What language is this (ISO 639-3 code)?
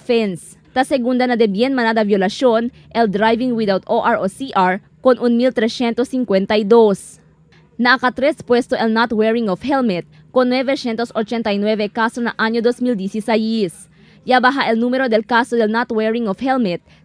cbk